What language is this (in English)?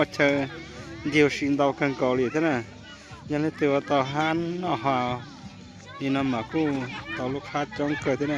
Hmong